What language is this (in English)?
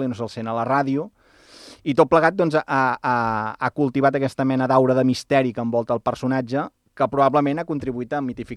Catalan